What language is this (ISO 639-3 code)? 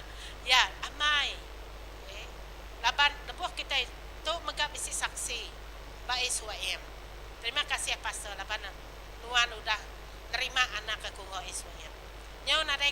iba